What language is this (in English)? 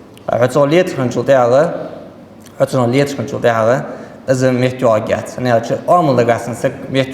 Ingush